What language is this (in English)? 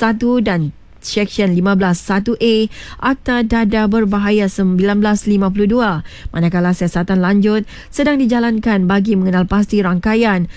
Malay